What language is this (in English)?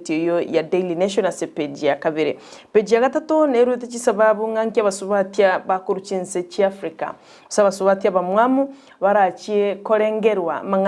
Gusii